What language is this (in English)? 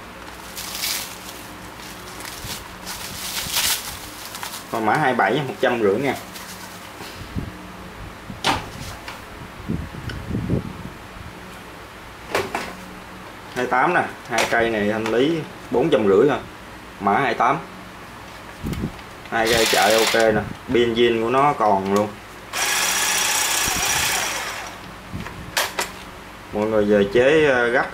Vietnamese